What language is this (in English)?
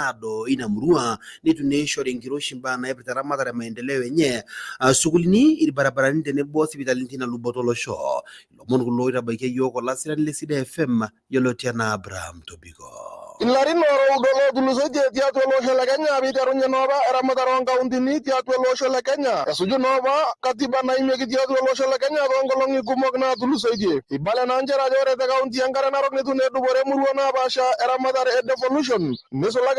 Masai